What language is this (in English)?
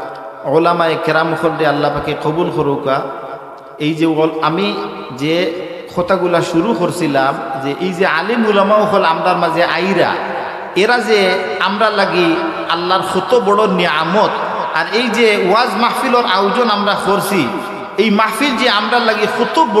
Sylheti